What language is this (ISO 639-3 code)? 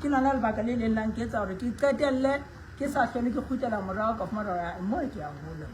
sot